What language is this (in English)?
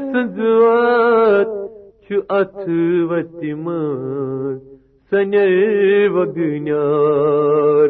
Kashmiri